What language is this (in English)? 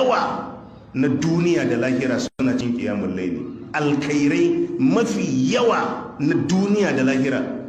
Hausa